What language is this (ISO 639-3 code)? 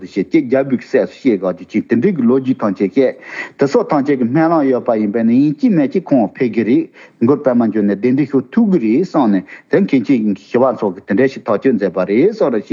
bod